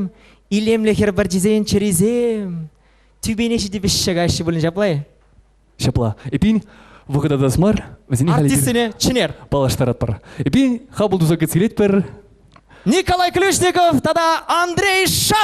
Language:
Chuvash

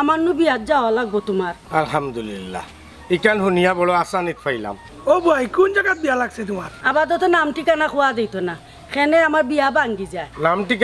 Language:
Sylheti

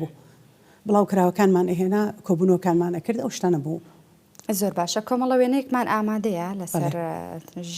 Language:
Central Kurdish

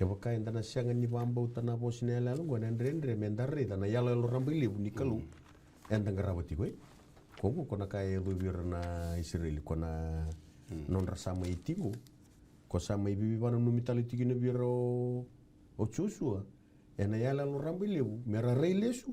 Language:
Fijian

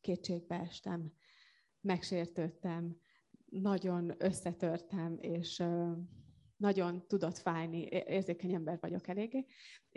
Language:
Hungarian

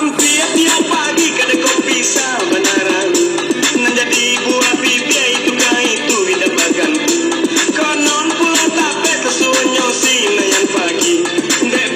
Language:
Minangkabau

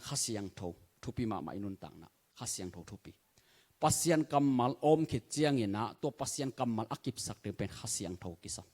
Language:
Tedim Chin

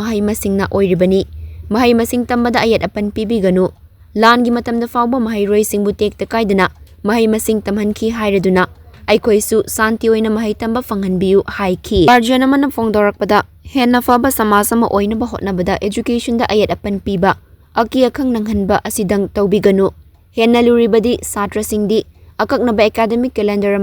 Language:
Manipuri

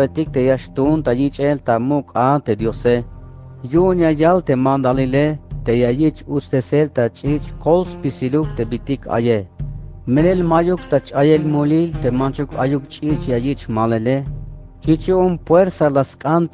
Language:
Tzeltal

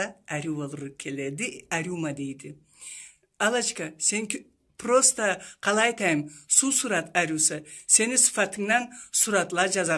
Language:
Karachay-Balkar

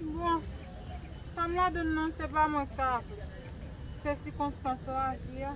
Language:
Haitian Creole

